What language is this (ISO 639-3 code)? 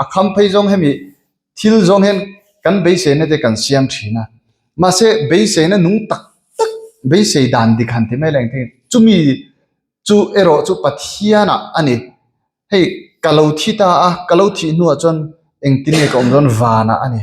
lus